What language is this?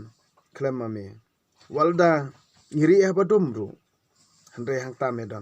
Khasi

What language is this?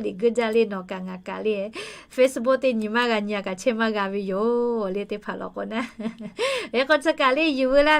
Lahu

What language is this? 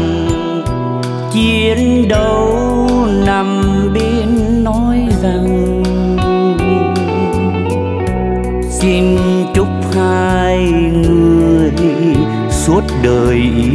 Vietnamese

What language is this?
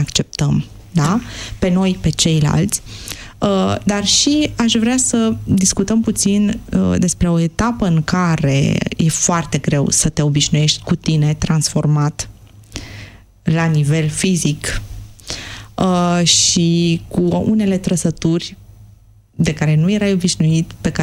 Romanian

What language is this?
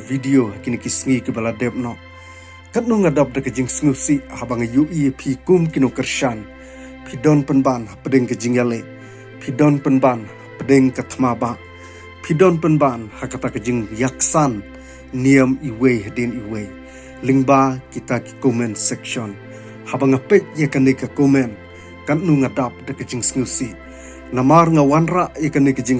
Khasi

